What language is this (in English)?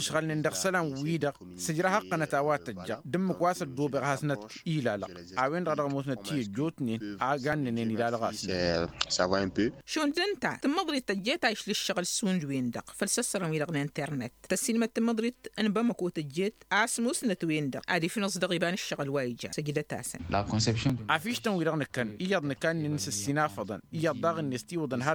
Tamasheq